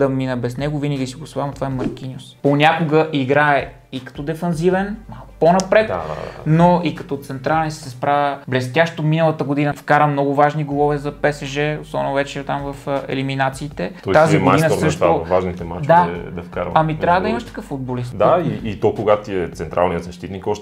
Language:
Bulgarian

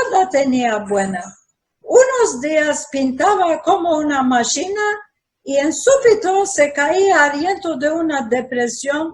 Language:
Ladino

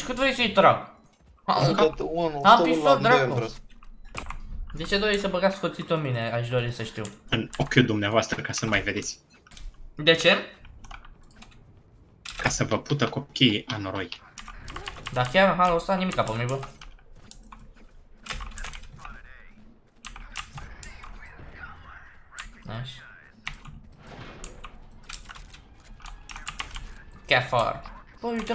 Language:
Romanian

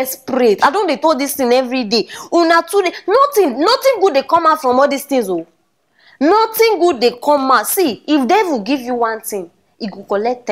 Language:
Nigerian Pidgin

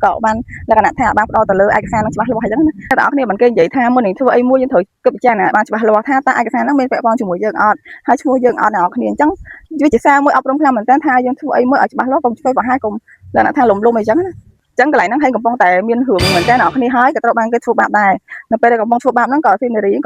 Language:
Khmer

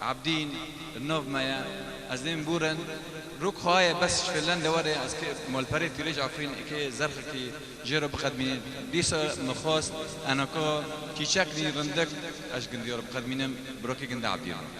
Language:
Kurdish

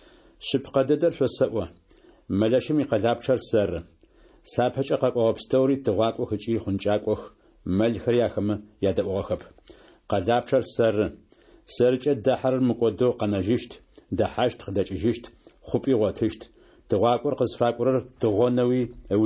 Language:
Adyghe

